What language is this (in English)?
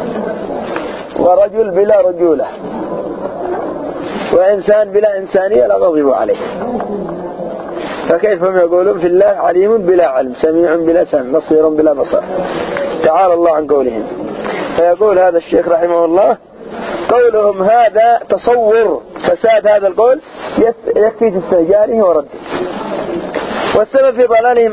Arabic